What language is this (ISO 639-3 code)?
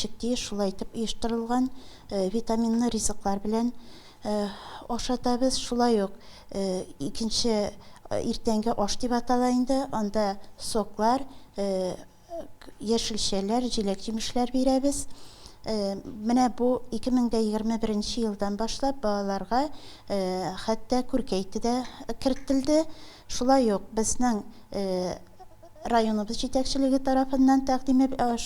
tat